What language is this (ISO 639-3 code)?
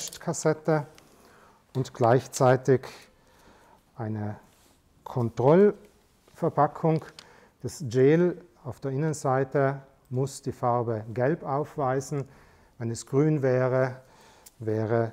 deu